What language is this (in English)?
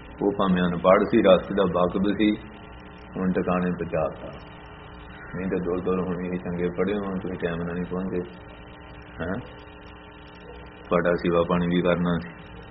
Punjabi